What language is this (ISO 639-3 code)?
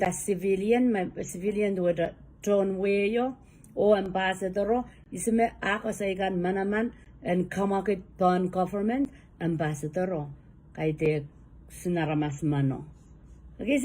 pon